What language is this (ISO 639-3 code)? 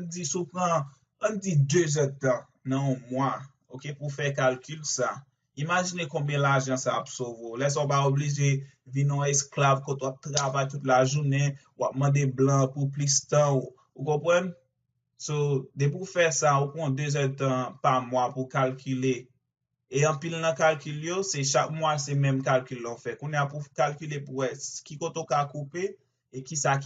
hat